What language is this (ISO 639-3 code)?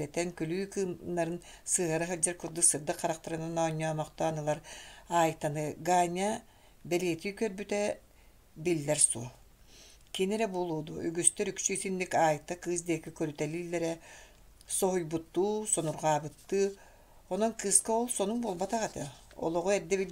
sah